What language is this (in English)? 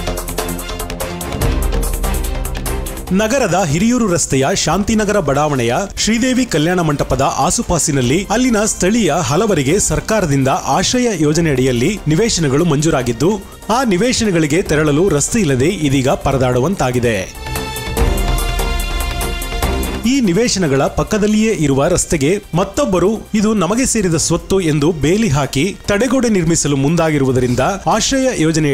Kannada